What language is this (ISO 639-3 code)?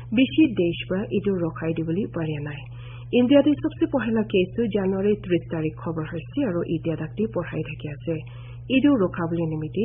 nag